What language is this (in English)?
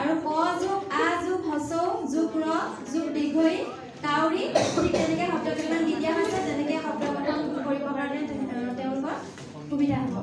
Assamese